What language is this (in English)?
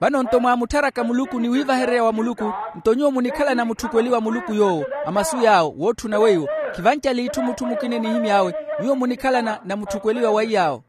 Makhuwa